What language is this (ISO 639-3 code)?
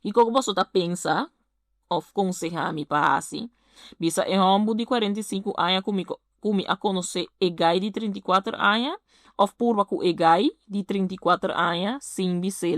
pap